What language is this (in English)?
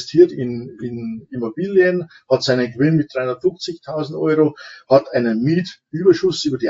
German